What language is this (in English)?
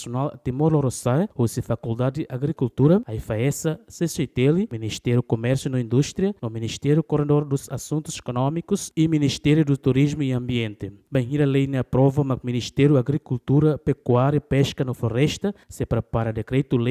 Tetum